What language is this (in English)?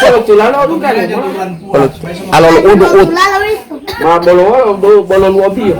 Gorontalo